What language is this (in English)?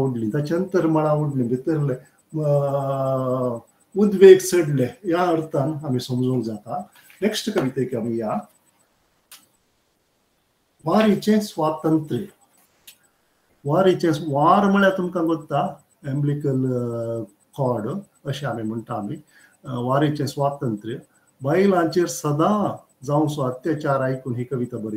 Konkani